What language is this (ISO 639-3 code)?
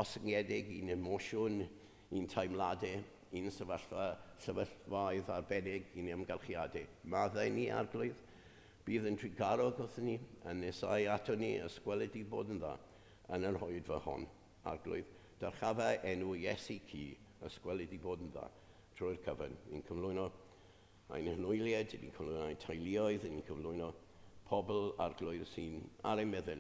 cym